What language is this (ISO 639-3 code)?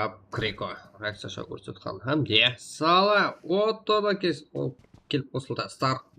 kaa